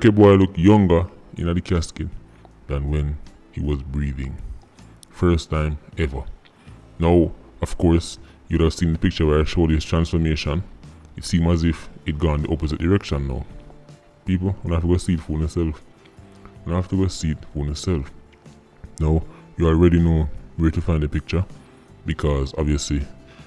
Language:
Jamaican Creole English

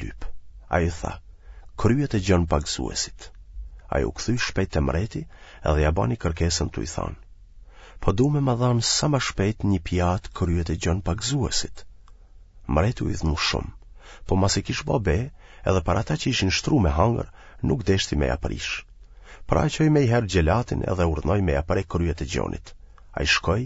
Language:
Albanian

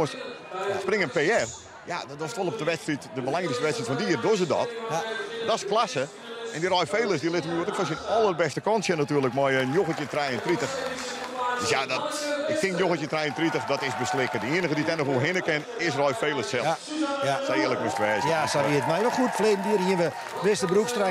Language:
Western Frisian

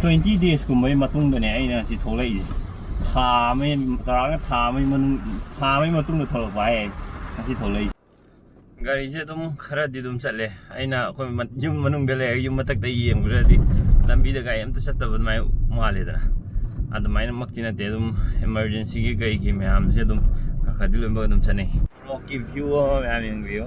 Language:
Manipuri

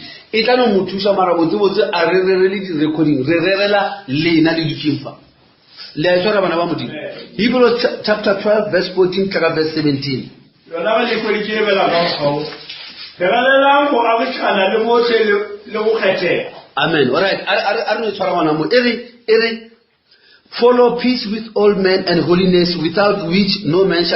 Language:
Northern Sotho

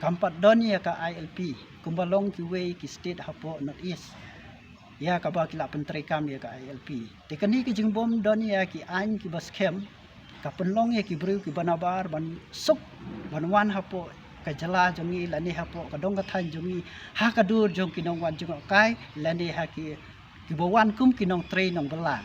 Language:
Khasi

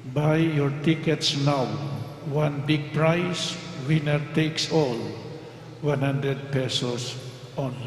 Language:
Pampanga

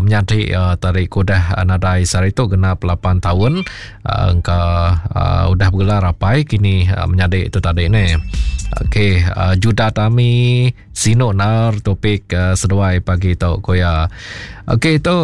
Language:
Iban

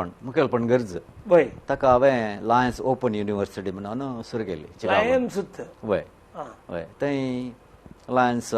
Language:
Konkani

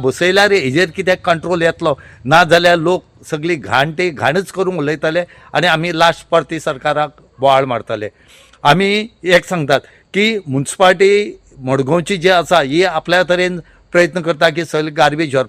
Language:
Konkani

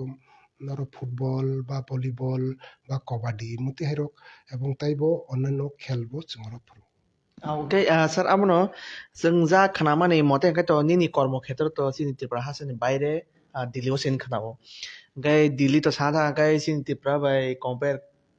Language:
Kok Borok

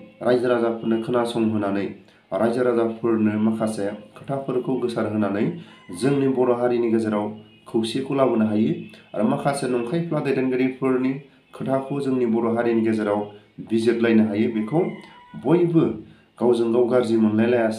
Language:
Bodo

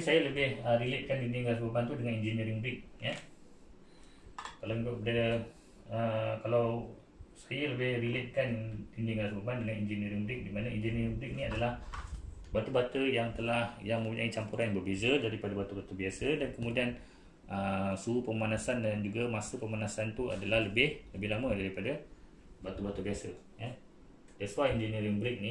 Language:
Malay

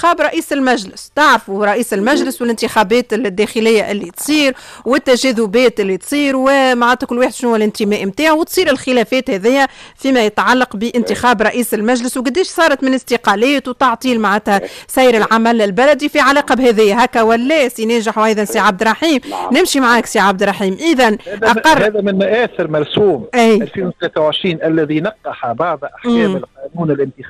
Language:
Tunisian Arabic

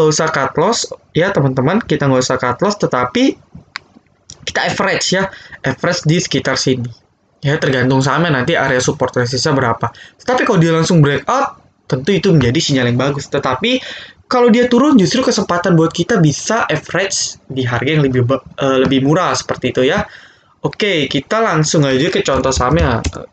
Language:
Indonesian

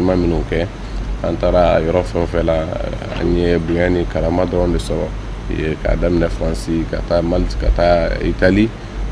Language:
Bambara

